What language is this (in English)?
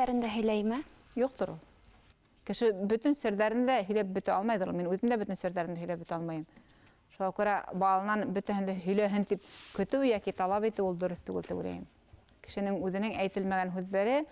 Bashkir